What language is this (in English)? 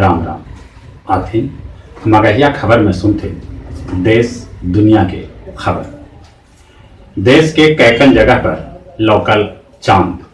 Magahi